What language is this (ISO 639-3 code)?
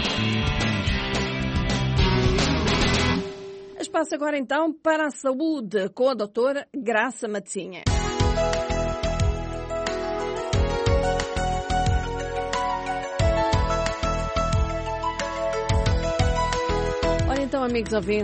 por